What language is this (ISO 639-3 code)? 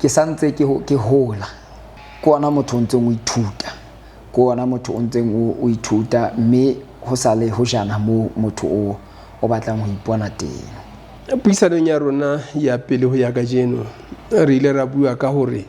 sot